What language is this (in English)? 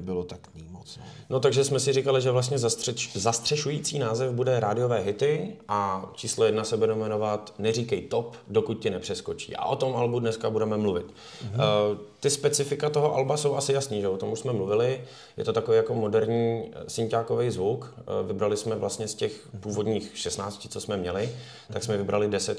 Czech